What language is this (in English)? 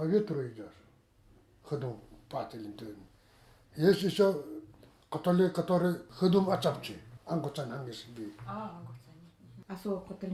Nanai